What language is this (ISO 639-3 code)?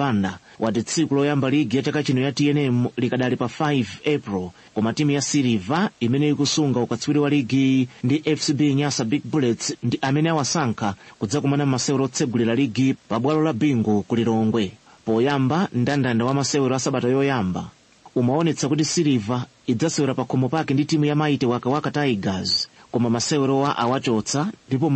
nya